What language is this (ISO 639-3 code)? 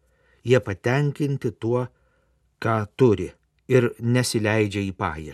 lit